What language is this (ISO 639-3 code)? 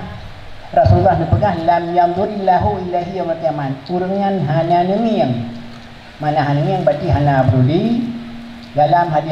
ace